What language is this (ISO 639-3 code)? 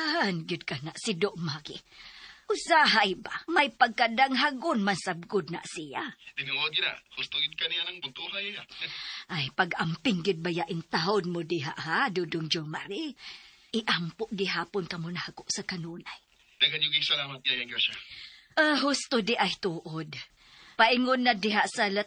ceb